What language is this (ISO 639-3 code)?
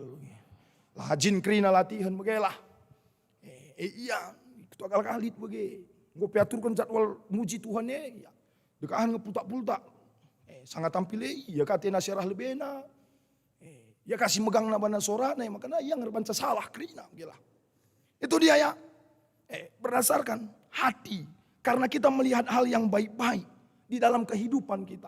btx